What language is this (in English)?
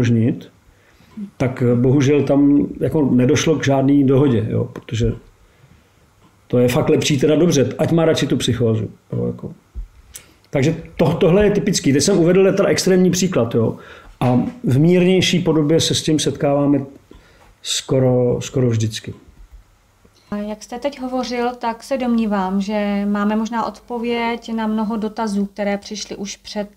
Czech